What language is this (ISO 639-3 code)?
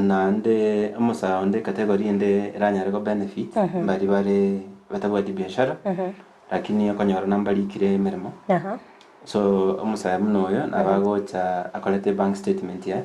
guz